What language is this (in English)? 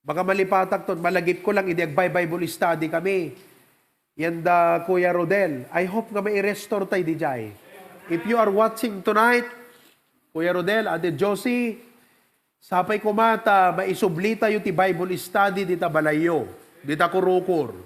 Iloko